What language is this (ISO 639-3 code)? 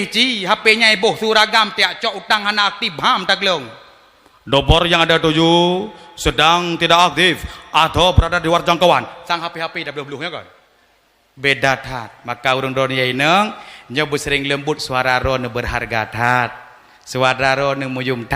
ace